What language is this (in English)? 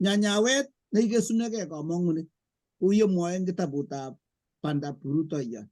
Kalenjin